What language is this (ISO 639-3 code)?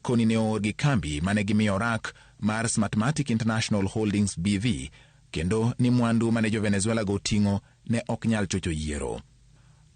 luo